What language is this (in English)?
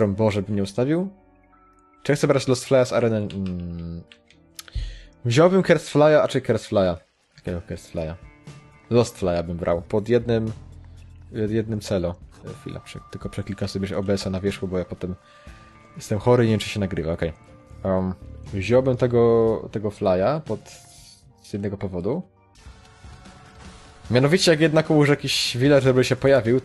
Polish